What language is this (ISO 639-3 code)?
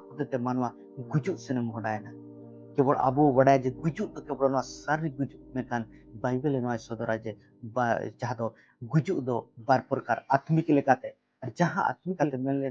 sat